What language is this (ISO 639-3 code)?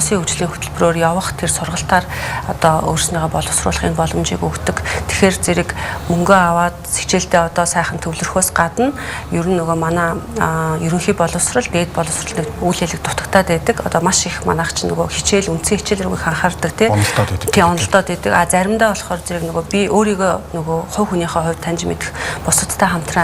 mon